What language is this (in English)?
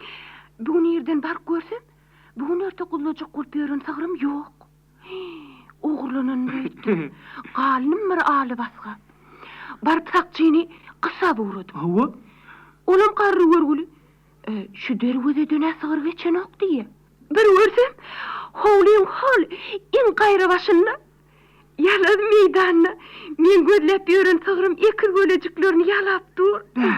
Turkmen